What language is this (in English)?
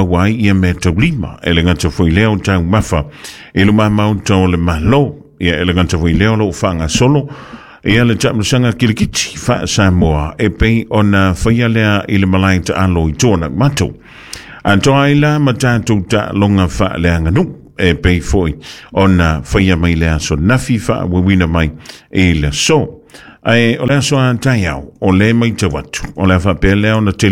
Samoan